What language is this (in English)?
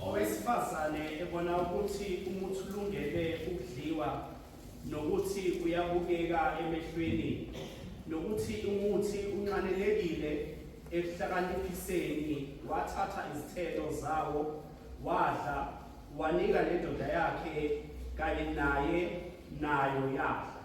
Zulu